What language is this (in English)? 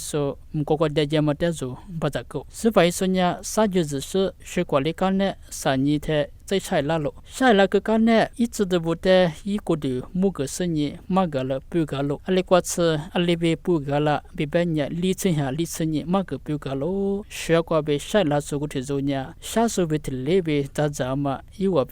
Lisu